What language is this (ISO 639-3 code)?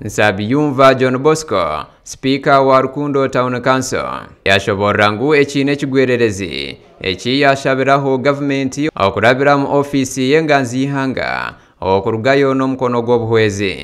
nyn